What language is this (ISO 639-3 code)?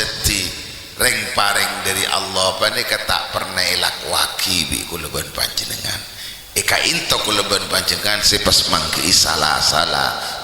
mad